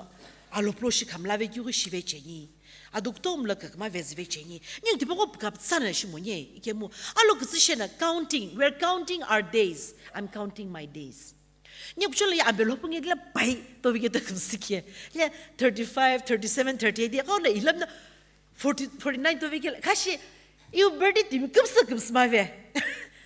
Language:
Sumi Naga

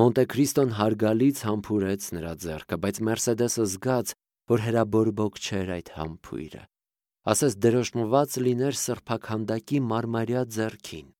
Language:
Armenian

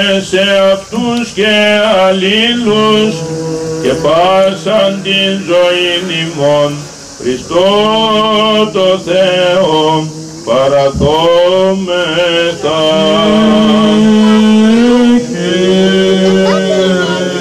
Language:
Greek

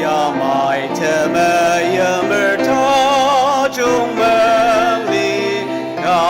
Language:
Ao Naga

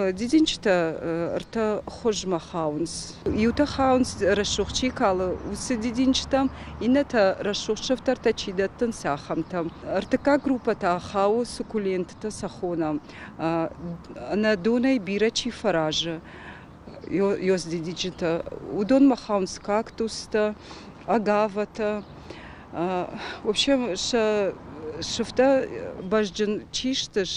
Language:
Ossetic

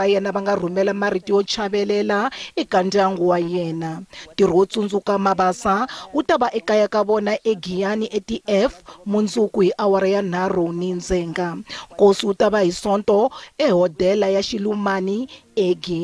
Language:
Tsonga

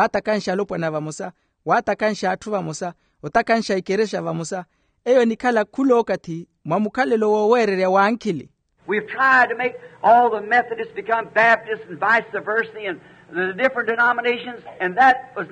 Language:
Makhuwa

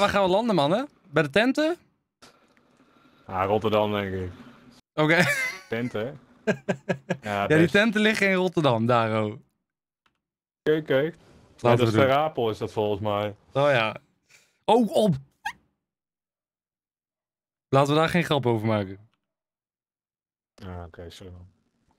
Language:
Dutch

